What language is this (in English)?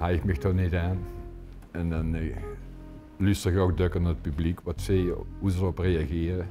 Limburgish